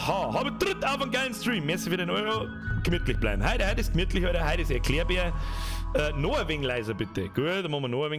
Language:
Bavarian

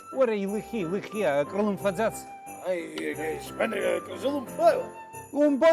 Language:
Abkhazian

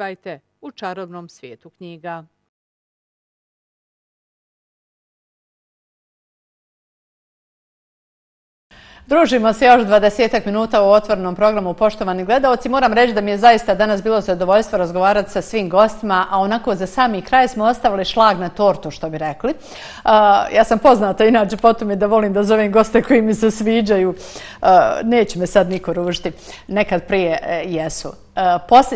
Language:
Bosnian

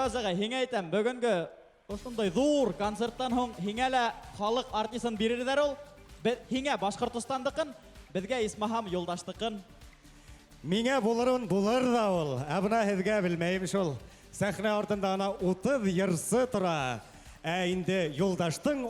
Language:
Bashkir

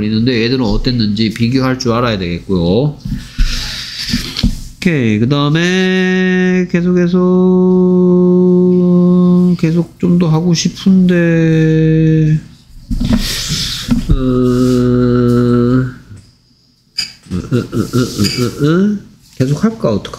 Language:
Korean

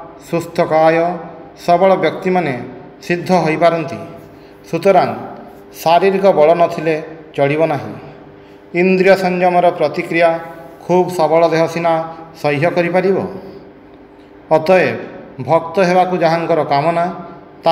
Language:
Odia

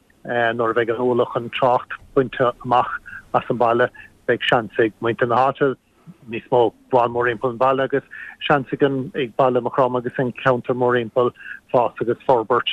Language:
Irish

